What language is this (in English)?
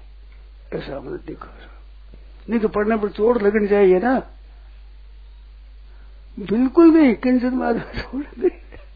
Hindi